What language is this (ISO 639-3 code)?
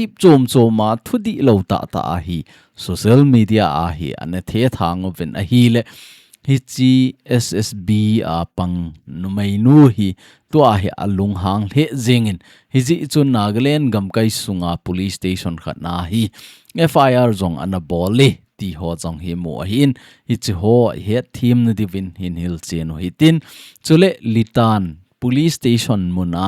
tcz